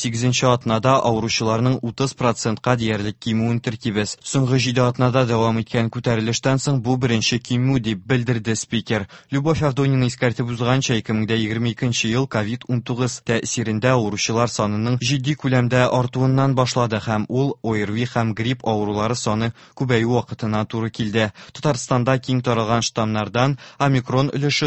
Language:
Tatar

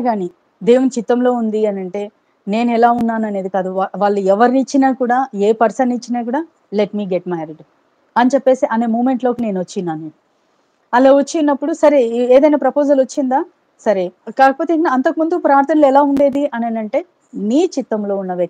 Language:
Telugu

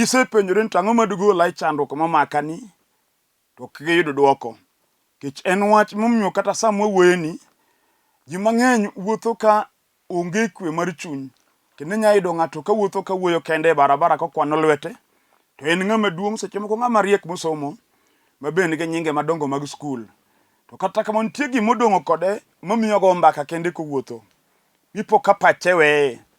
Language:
Luo (Kenya and Tanzania)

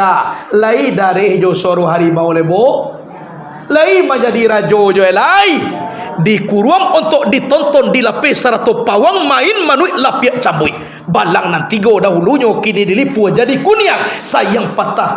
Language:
Minangkabau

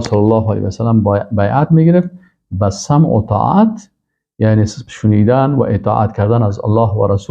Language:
Persian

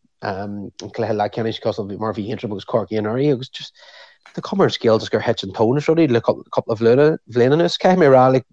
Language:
Irish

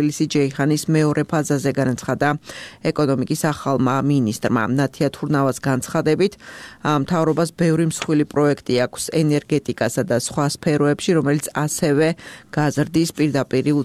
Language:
Georgian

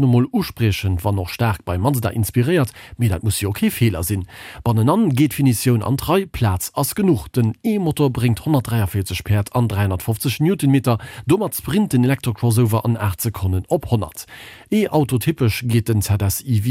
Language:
Luxembourgish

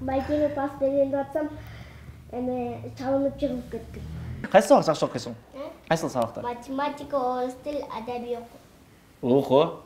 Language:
Kyrgyz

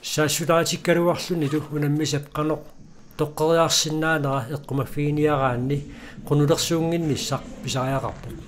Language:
Kalaallisut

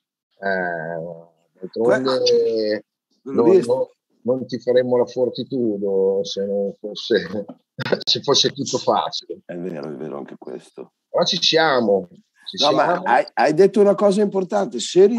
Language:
Italian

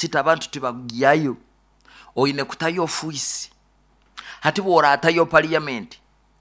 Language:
Nyoro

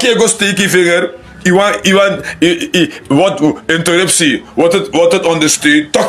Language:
Sranan Tongo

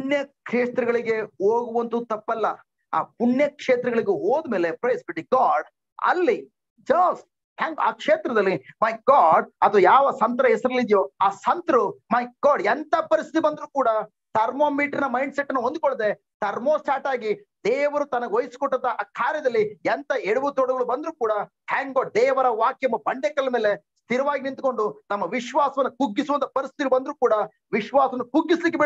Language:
Kannada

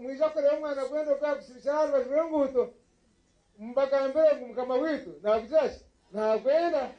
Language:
Nyankole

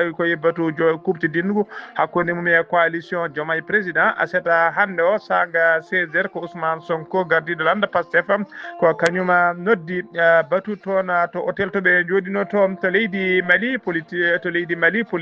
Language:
Fula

